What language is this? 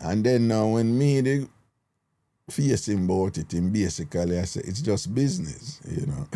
Jamaican Creole English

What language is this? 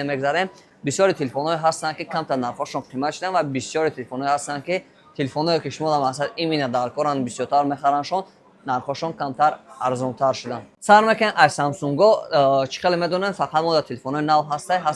Tajik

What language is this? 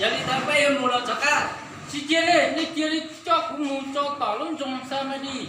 Hmong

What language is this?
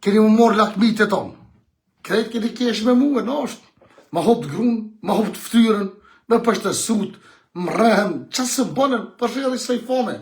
Albanian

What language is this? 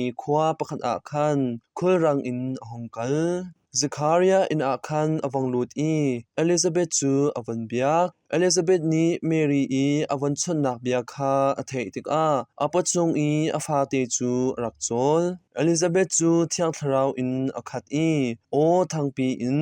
Hakha Chin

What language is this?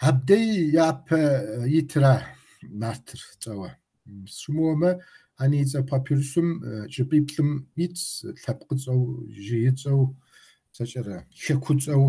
Kabardian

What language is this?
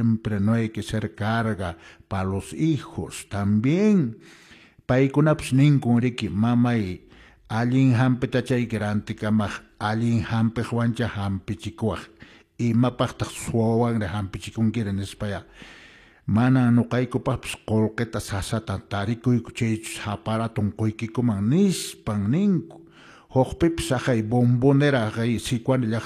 Quechua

